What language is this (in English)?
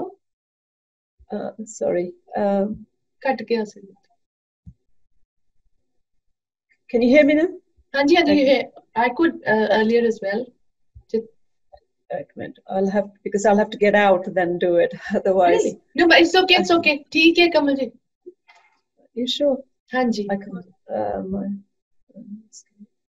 Punjabi